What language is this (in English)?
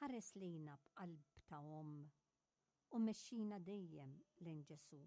Maltese